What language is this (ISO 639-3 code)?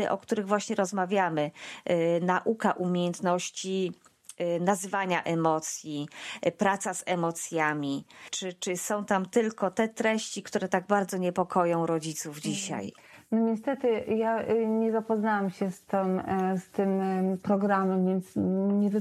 pol